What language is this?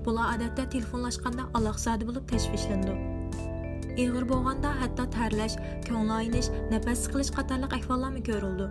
Uyghur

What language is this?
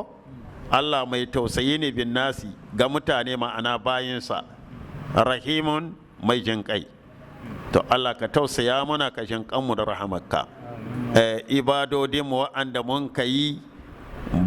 Hausa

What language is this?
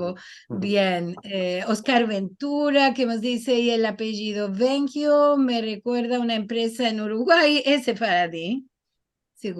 Ladino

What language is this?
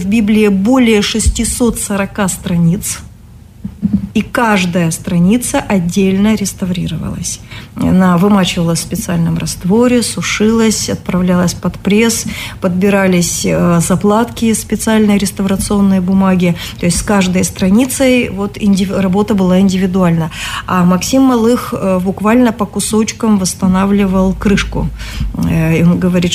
Russian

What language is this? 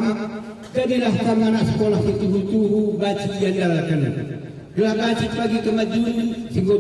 Batak Karo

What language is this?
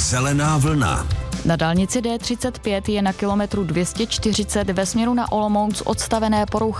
Czech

